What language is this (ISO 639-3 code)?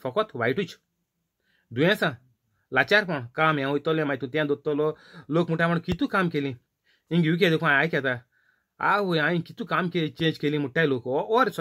kok